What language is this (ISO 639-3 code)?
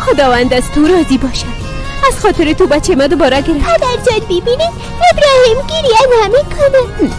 fas